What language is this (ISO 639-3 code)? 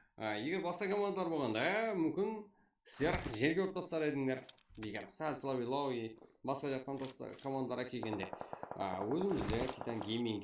kaa